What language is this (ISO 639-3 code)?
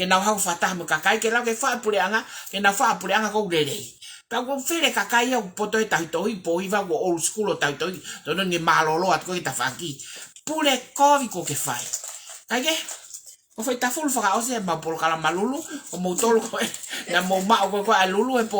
ton